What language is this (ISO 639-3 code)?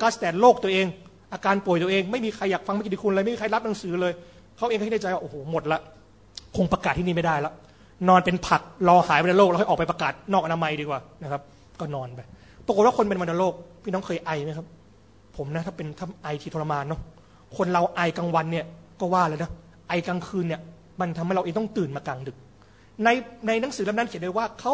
tha